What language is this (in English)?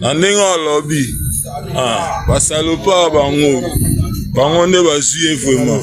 Lingala